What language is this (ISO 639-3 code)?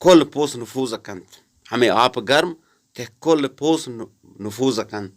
bgp